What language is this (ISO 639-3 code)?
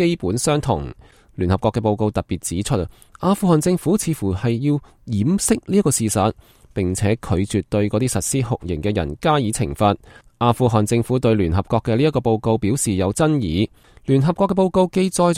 yue